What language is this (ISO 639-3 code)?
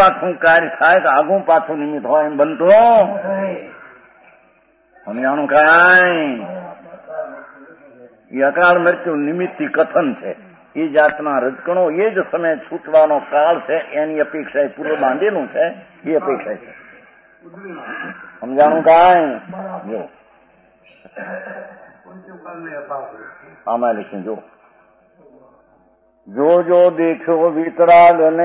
guj